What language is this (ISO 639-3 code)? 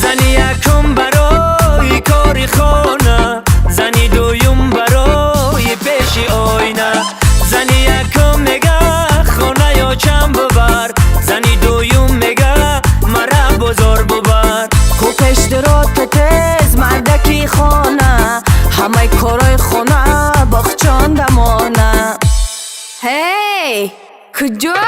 tgk